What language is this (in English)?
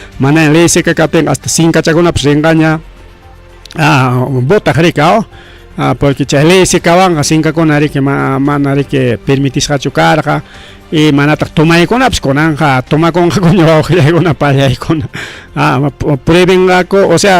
Ayacucho Quechua